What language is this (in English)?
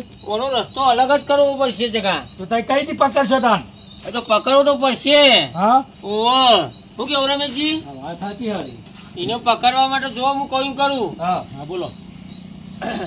Gujarati